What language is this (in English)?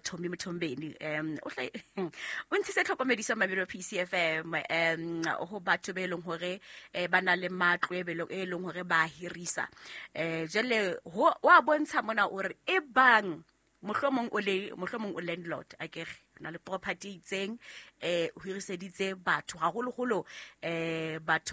Southern Sotho